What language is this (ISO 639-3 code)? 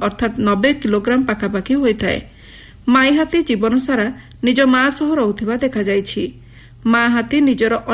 ori